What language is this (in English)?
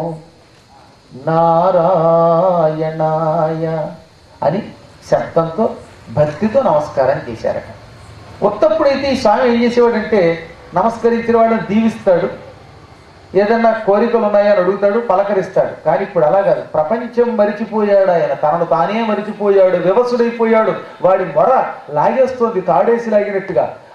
Telugu